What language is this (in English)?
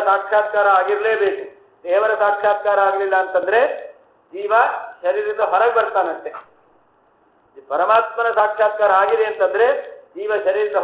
Kannada